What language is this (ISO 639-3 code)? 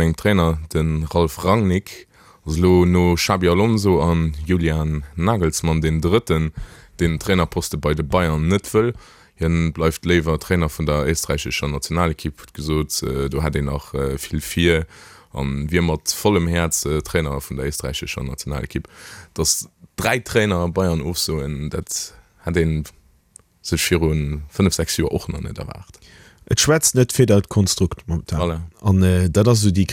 ltz